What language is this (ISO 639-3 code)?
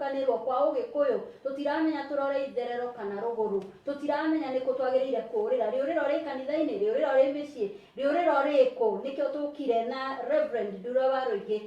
kik